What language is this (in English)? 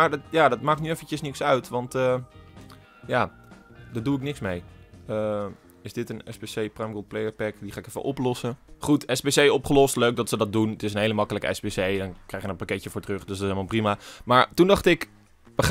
Dutch